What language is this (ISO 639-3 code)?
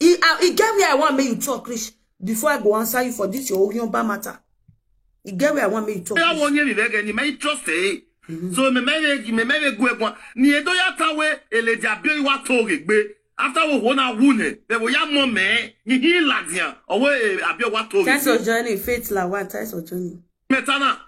pcm